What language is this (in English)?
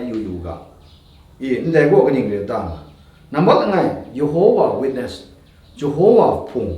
Kachin